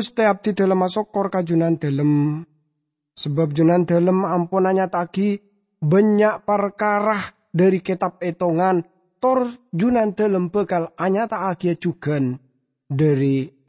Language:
Madurese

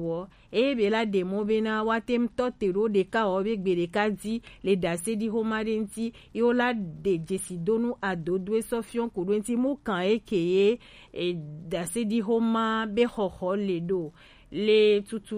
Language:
Gen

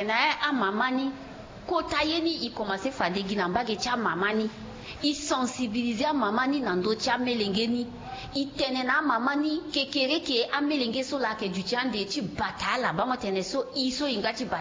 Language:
Sango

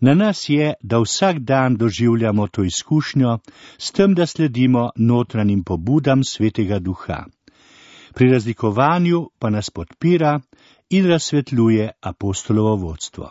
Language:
Slovenian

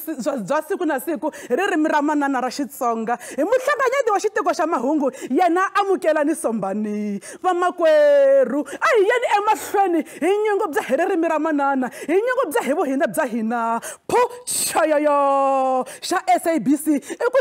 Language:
Tsonga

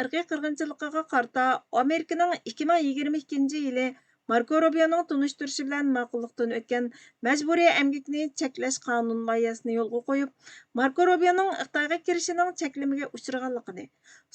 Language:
Uyghur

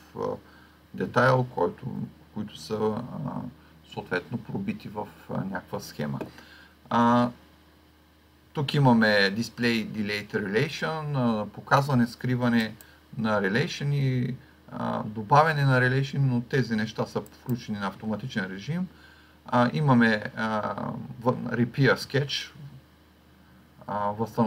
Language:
Bulgarian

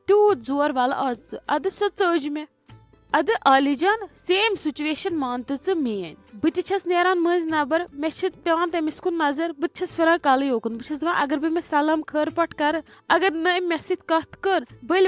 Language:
Kashmiri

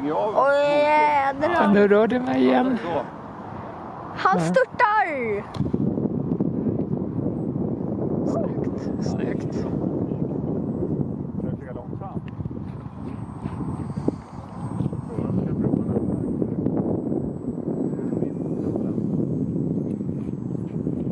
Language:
Swedish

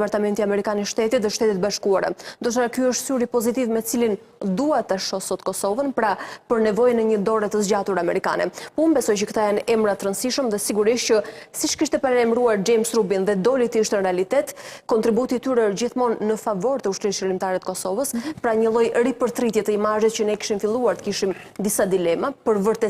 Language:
Albanian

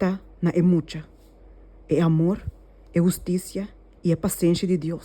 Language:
Papiamento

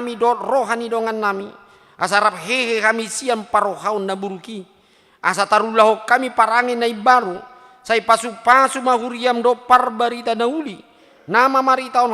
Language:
Batak Toba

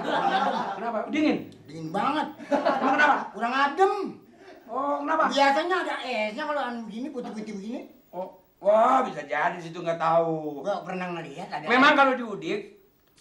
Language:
Betawi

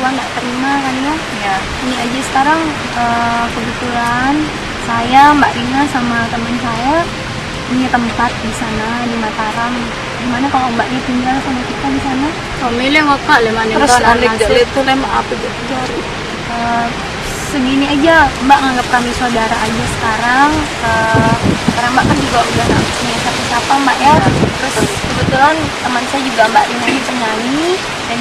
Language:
Sasak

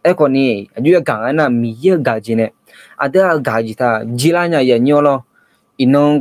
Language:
Akha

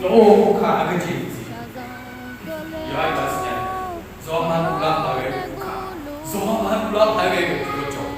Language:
Akha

